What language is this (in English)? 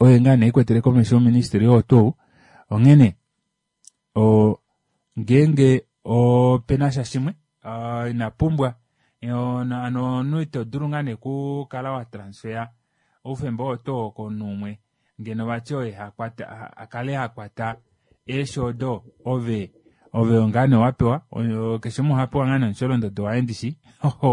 Kuanyama